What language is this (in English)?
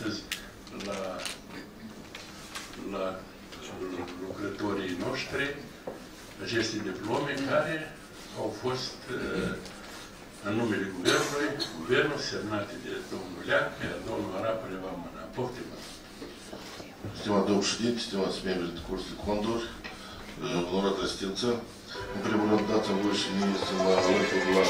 Romanian